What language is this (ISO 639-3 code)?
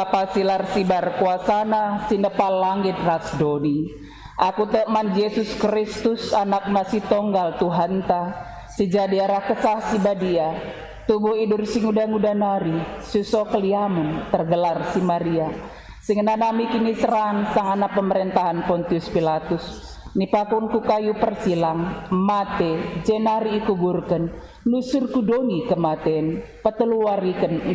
btx